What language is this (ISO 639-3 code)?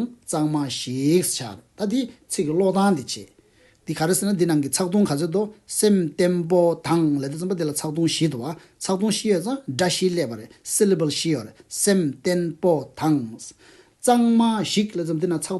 bod